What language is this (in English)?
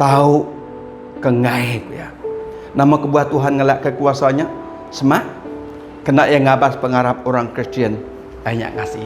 Iban